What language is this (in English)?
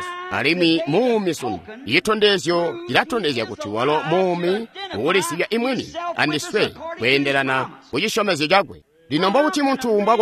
Tonga (Zambia)